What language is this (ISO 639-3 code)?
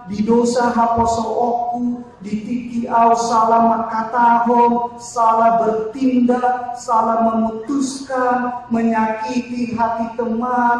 bbc